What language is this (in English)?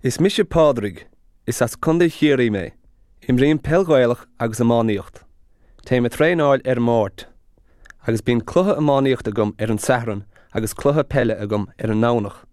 Irish